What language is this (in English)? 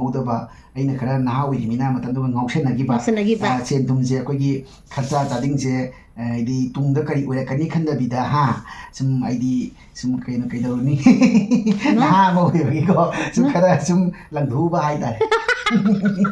Manipuri